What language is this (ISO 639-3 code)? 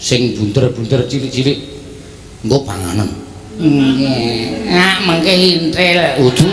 jav